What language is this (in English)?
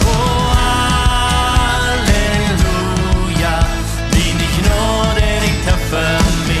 Plautdietsch